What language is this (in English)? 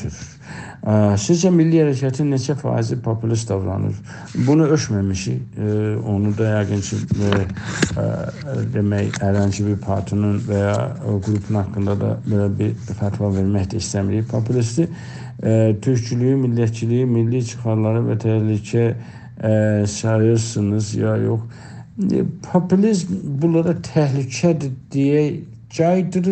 South Azerbaijani